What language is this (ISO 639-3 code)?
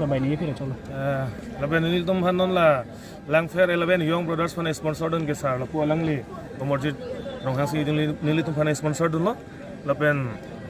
mjw